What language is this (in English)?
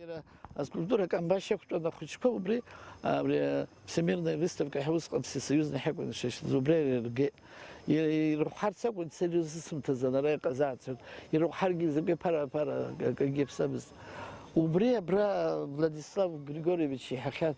Abkhazian